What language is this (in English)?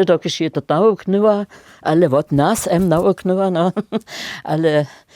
Upper Sorbian